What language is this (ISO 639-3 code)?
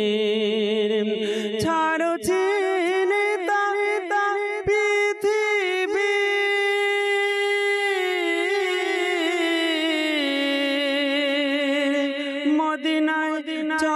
ben